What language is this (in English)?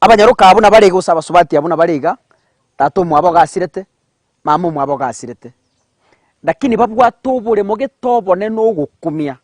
Gusii